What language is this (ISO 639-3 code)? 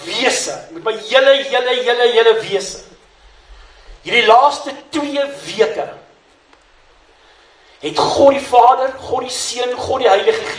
afr